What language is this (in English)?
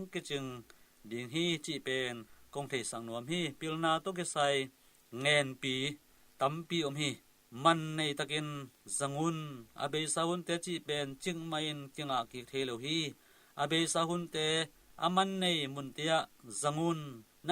Tedim Chin